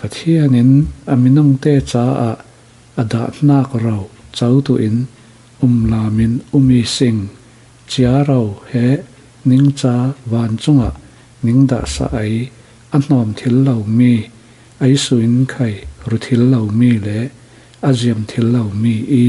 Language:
Falam Chin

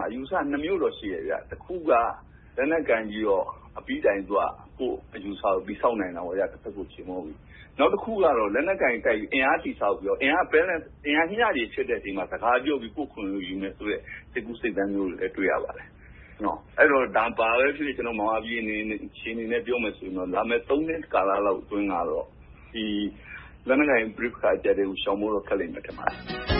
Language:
Burmese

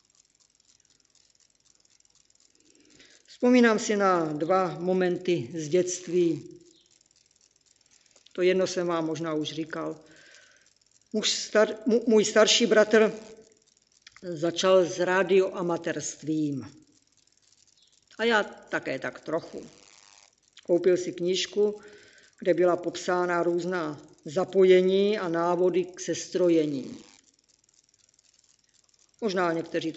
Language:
Czech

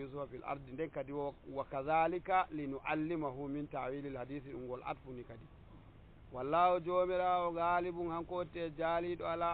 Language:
Nigerian Fulfulde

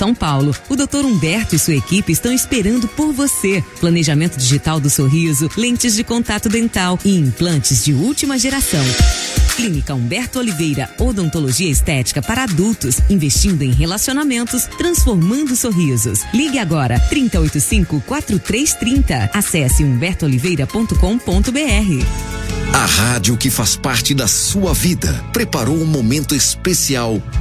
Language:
Portuguese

